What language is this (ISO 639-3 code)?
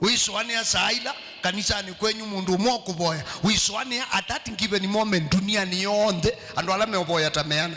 kam